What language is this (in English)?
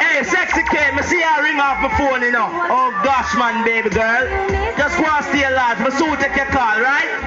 Jamaican Creole English